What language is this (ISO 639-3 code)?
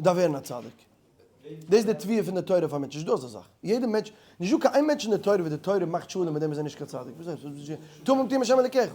yid